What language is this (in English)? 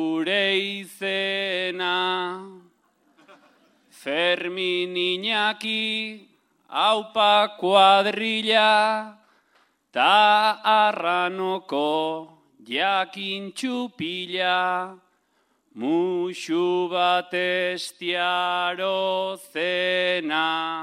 Basque